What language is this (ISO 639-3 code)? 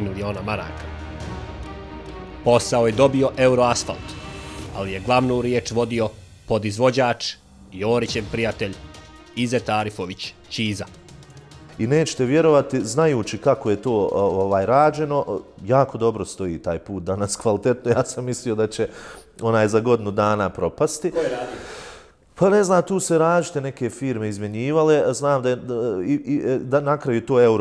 bos